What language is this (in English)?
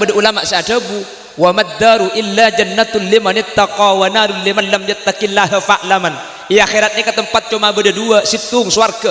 Madurese